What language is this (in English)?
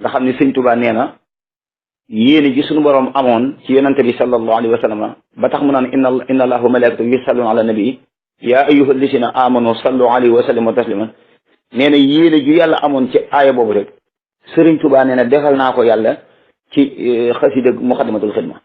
Wolof